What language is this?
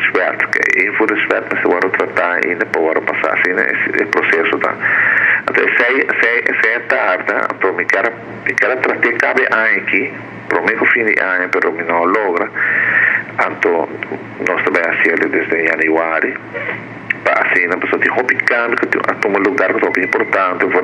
Papiamento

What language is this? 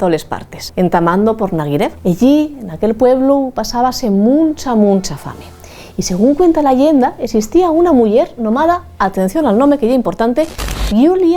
Asturian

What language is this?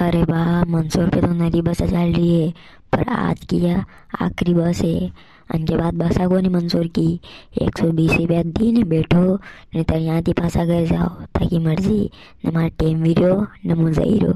Rajasthani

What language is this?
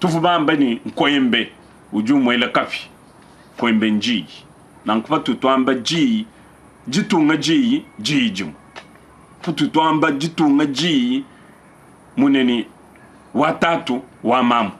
Luba-Lulua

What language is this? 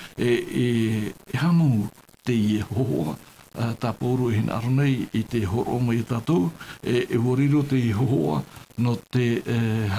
Tahitian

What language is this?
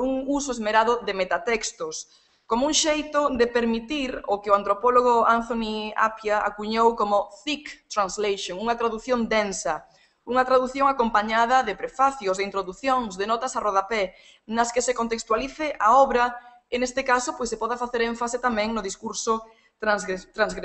Galician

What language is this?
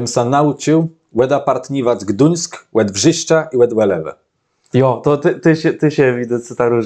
Kashubian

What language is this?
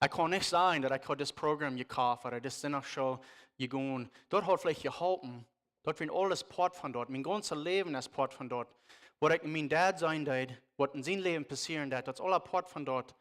Plautdietsch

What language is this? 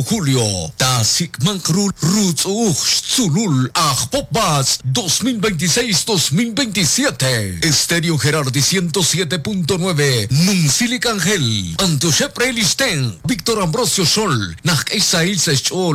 Kekchí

